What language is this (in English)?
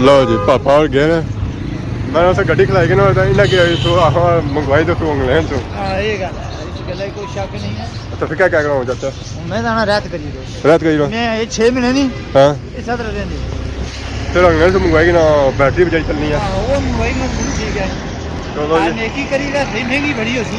Pahari-Potwari